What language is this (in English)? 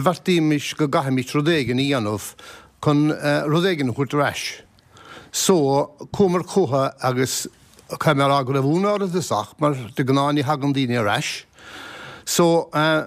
Irish